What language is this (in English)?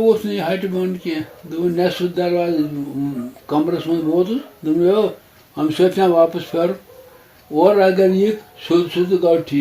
Kashmiri